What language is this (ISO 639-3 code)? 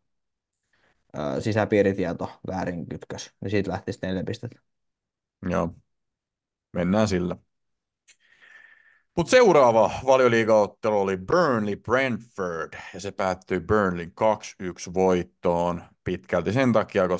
fin